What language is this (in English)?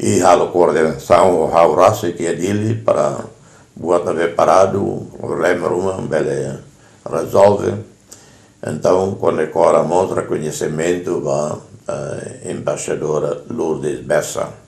Tetum